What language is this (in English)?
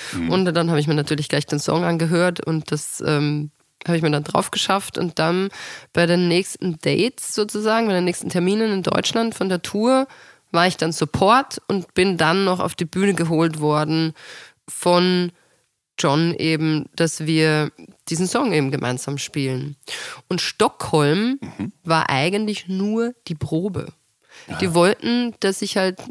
German